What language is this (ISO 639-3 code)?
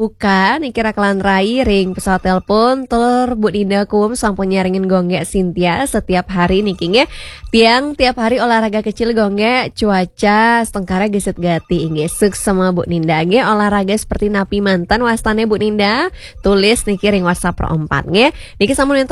ban